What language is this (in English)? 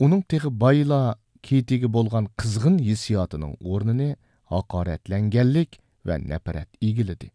Uyghur